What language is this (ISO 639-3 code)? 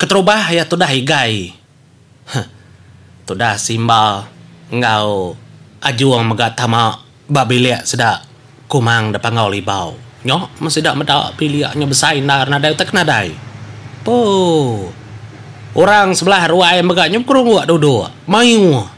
iba